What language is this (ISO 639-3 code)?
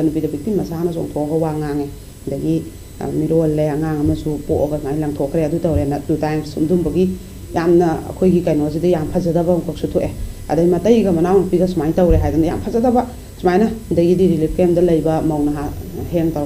mni